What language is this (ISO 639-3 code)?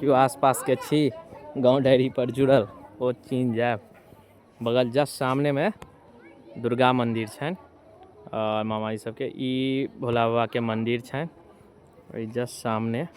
mai